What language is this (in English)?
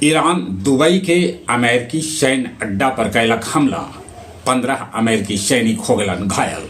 Magahi